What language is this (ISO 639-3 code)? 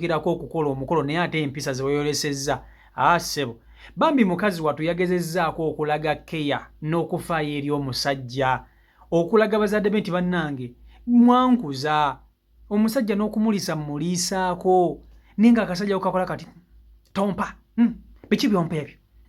lug